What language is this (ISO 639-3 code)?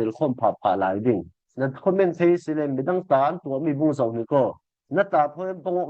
cfm